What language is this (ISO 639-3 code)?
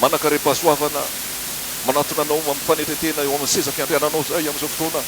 mlg